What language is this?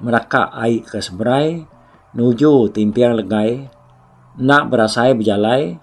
Iban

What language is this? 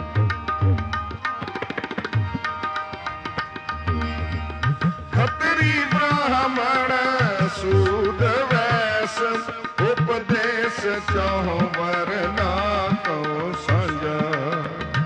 Punjabi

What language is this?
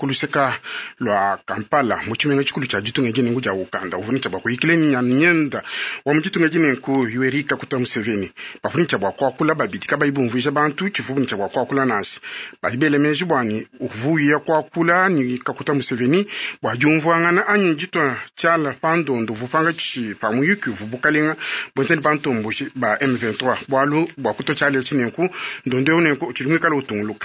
Luba-Lulua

